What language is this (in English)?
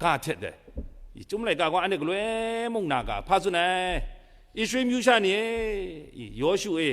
Kachin